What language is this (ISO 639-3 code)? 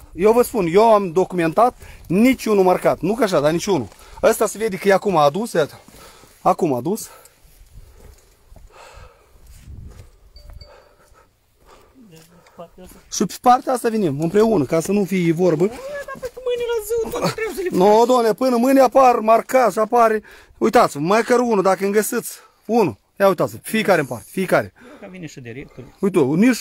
ron